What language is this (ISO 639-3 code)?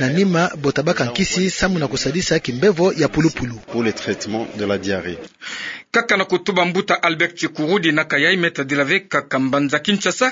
ktu